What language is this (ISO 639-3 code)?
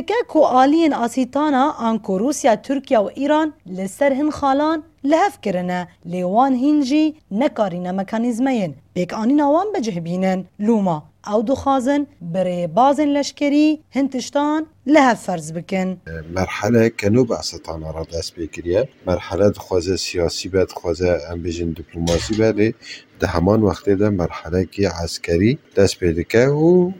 kur